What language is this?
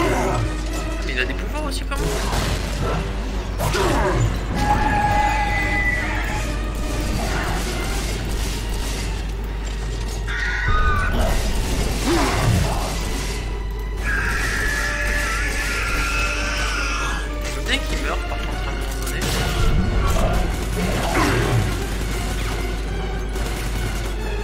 French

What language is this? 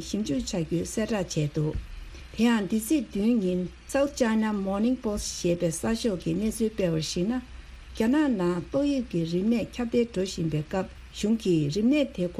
Tibetan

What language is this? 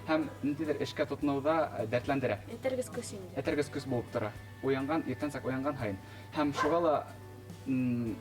Bashkir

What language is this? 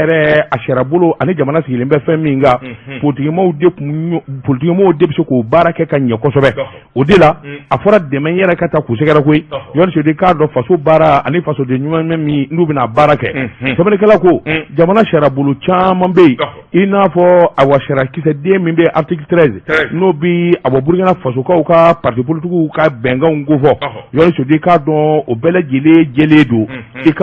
Bambara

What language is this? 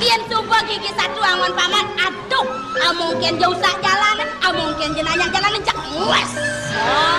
Balinese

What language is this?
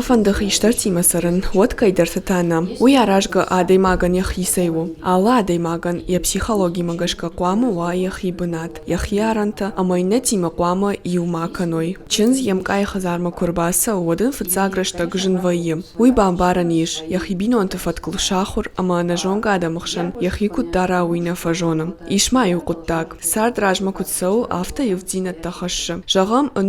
Ossetic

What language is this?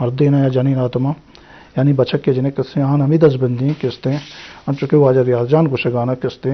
Eastern Balochi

